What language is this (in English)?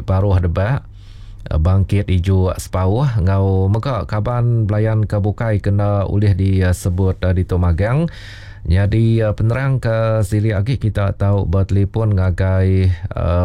Iban